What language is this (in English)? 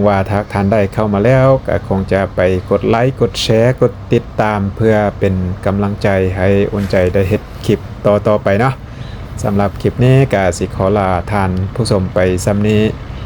Lao